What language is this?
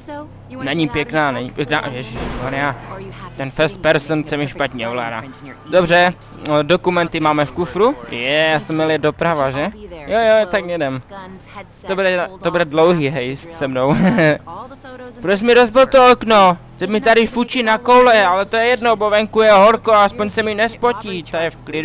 Czech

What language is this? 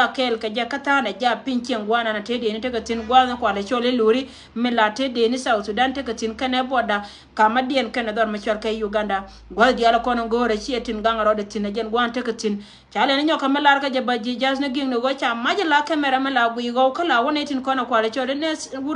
Nuer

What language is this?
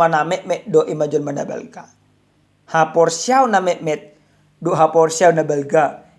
Batak Toba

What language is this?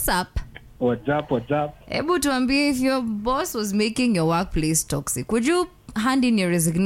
Swahili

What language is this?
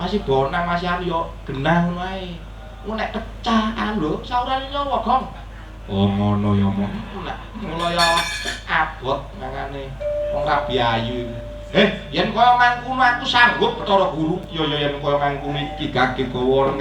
Javanese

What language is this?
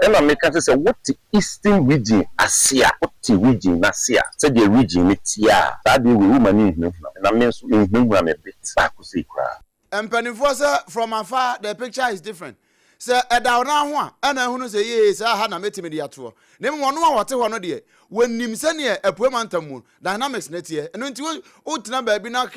Akan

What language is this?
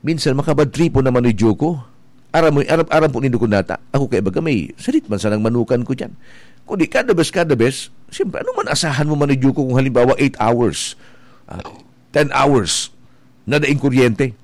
Bikol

